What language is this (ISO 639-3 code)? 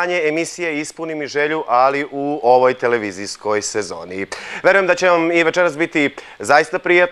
srp